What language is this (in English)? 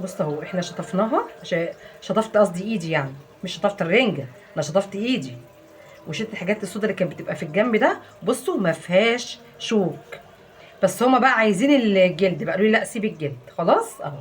Egyptian Arabic